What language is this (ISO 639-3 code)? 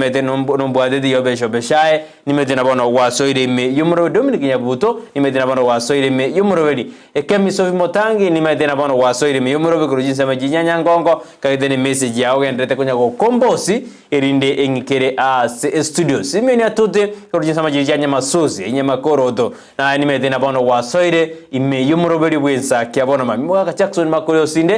guz